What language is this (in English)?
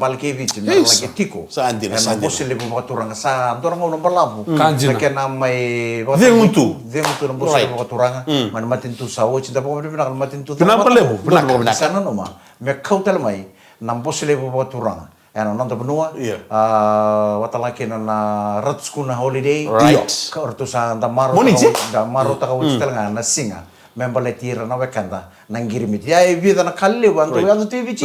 Fijian